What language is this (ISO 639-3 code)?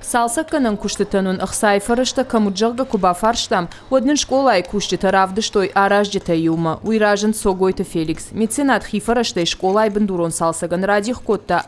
oss